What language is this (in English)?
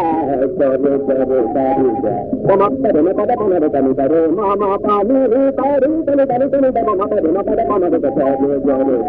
Bangla